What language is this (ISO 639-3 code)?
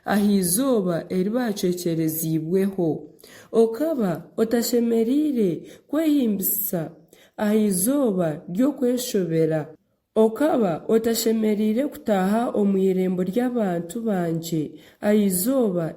nyn